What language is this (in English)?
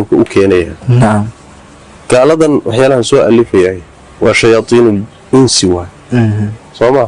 Somali